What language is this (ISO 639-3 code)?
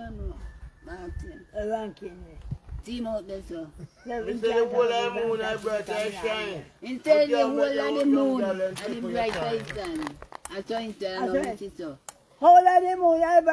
jam